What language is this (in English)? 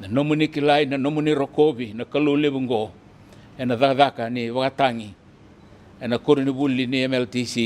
Fijian